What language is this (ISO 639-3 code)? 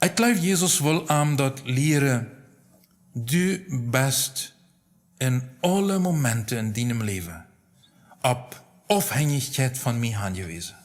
pdt